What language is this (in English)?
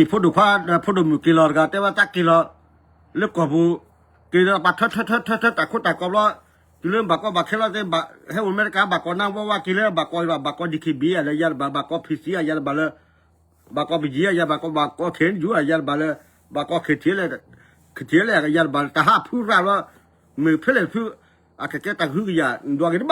S'gaw Karen